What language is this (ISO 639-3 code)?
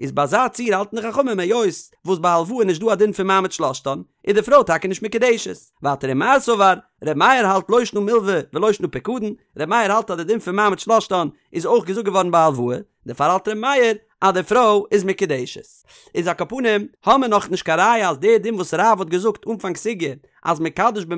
yid